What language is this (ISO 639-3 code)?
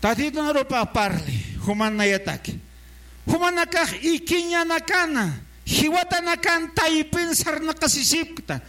aym